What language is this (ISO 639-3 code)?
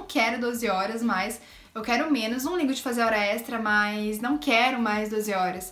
por